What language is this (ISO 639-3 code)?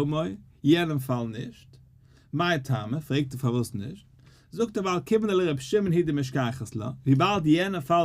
yid